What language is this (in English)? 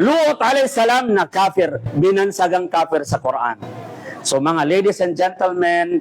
Maranao